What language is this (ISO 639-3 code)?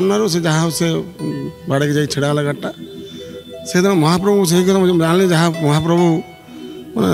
ori